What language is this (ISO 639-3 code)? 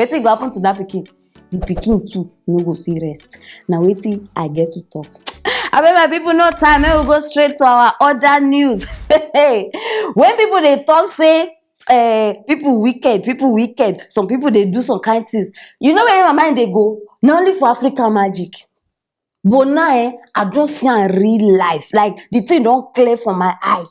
pcm